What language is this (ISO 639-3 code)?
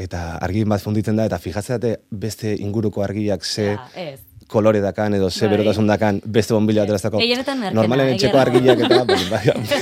eus